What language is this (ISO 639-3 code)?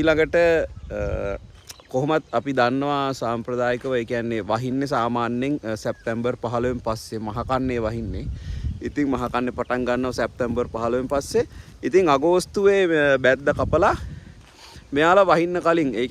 sin